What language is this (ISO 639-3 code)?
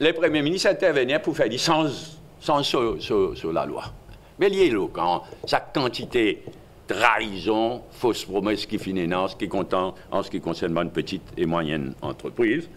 mfe